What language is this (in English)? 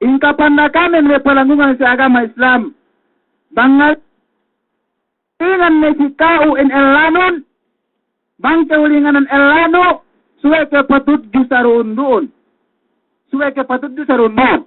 Yakan